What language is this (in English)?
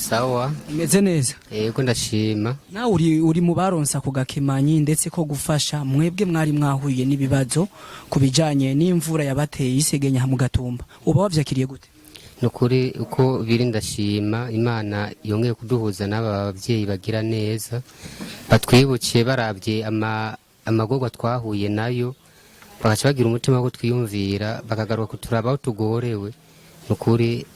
Rundi